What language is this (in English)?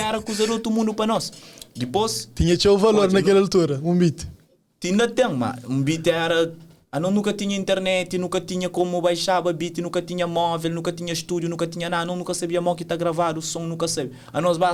Kabuverdianu